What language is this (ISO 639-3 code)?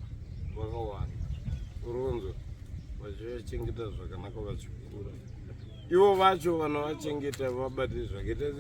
sna